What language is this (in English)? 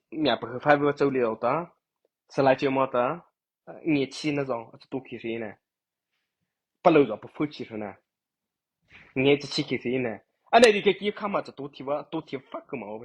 Mara Chin